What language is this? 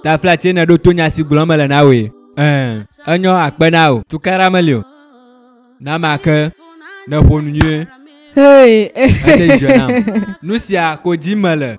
Ewe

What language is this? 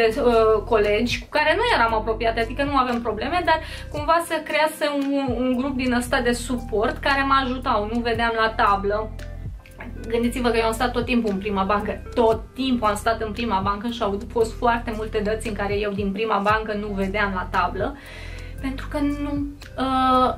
Romanian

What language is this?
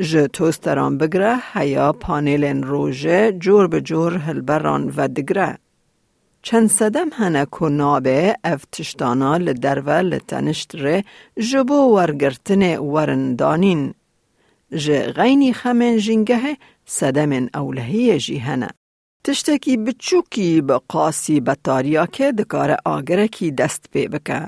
Kurdish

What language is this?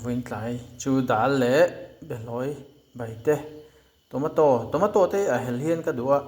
Mizo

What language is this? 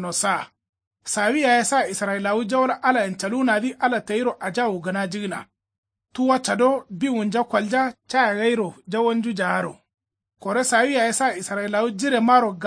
Kanuri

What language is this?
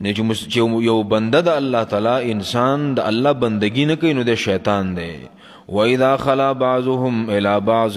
Pashto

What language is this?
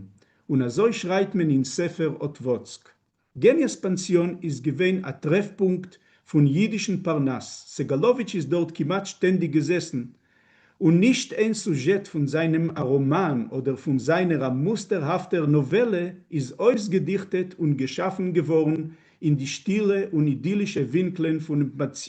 Yiddish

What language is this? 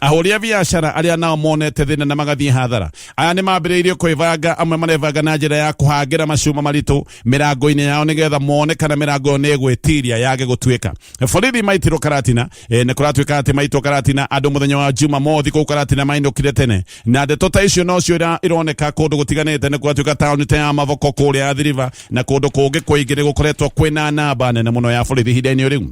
Kikuyu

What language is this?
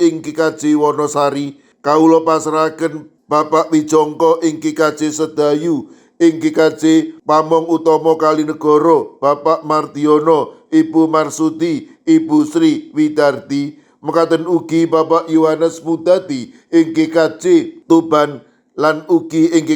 Javanese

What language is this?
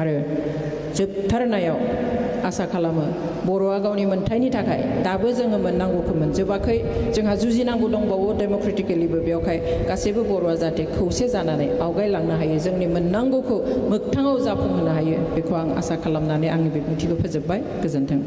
Bodo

